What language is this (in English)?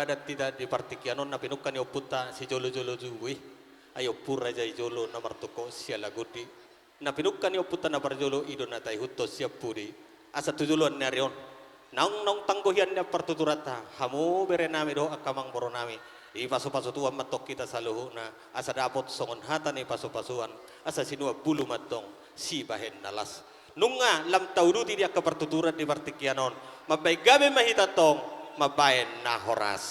Batak Toba